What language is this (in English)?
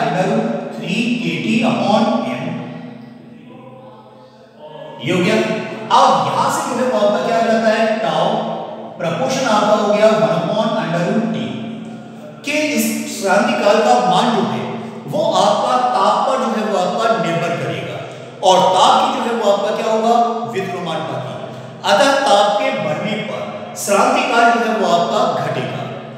Hindi